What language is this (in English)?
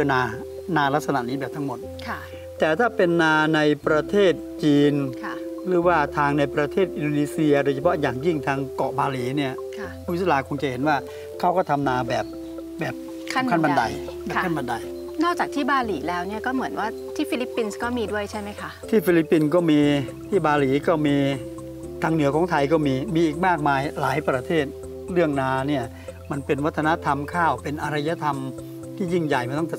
Thai